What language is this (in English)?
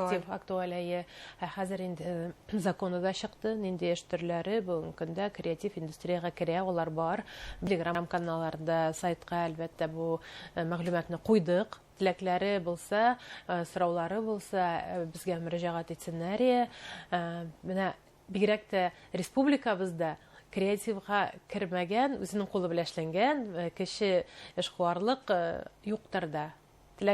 Bashkir